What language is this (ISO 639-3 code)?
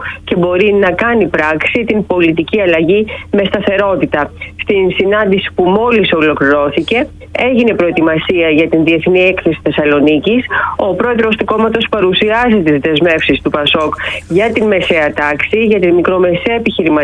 ell